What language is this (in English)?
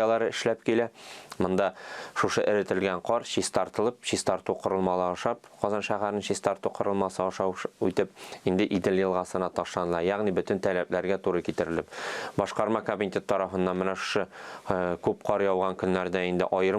Tatar